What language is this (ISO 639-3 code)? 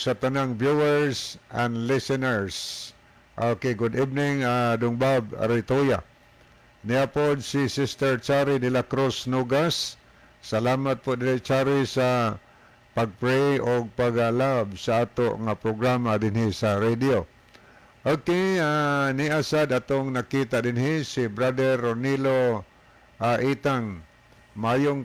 ceb